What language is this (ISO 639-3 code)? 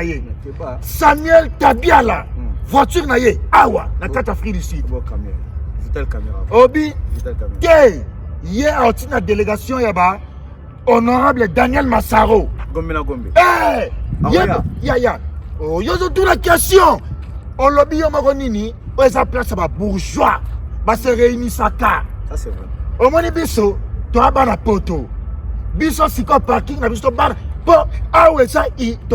lin